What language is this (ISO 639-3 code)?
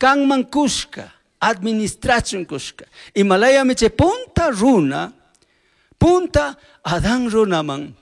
qug